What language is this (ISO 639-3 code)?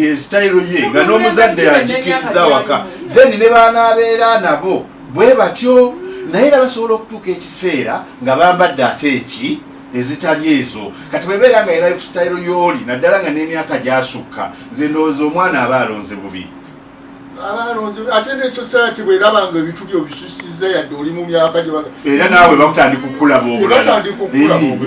lug